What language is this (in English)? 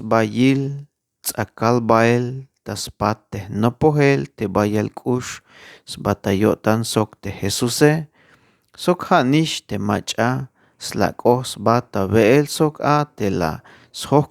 Tzeltal